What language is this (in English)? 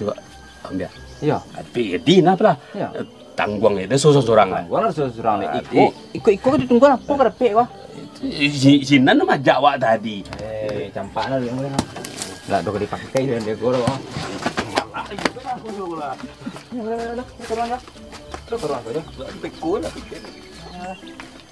Minangkabau